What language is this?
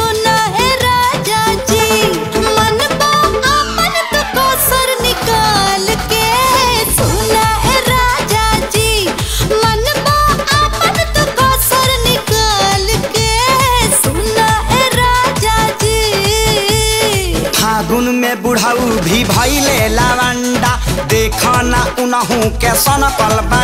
Bhojpuri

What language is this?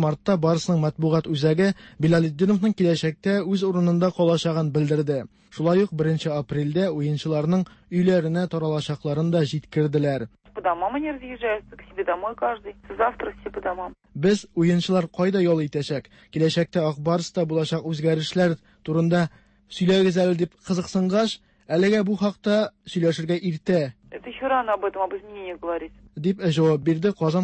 Tatar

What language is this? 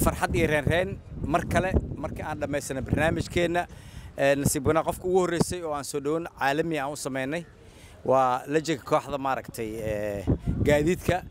Somali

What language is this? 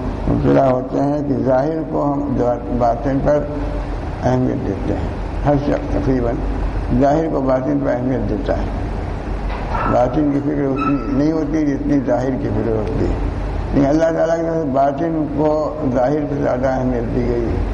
Urdu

